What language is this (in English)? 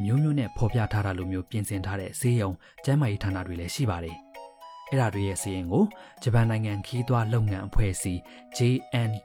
Burmese